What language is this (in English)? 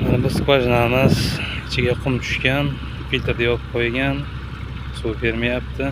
Uzbek